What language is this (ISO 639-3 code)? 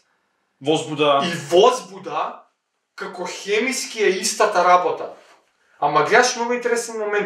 mkd